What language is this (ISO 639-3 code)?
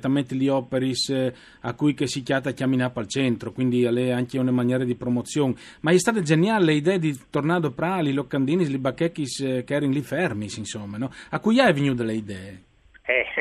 fur